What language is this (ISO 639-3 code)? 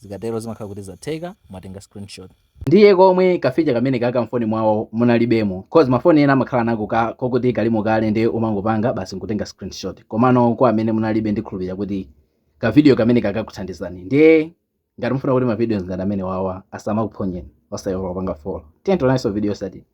nya